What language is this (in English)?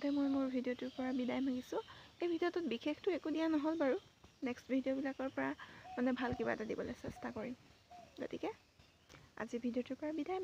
Assamese